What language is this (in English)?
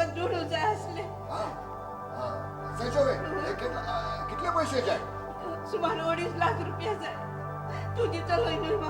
Konkani